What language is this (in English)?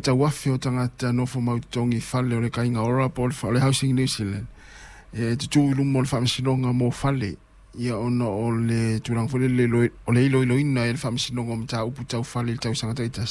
Samoan